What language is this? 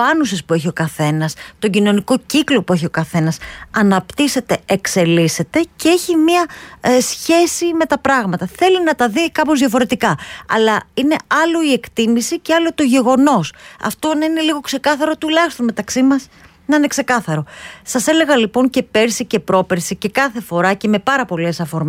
Greek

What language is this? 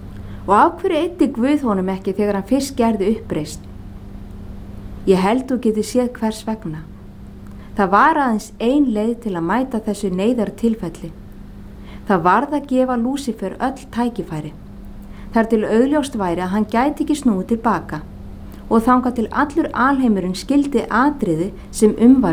Icelandic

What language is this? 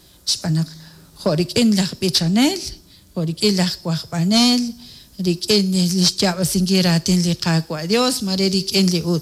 Kekchí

